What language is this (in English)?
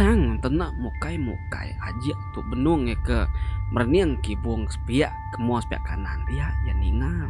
Iban